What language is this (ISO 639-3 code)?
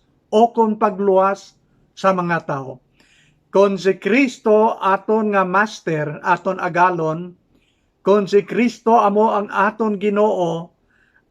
hil